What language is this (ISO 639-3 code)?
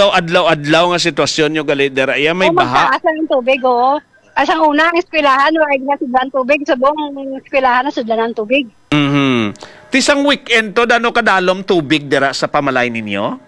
hil